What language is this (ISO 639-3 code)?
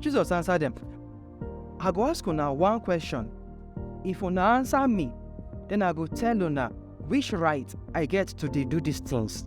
pcm